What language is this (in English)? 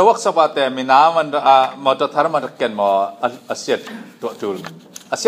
Falam Chin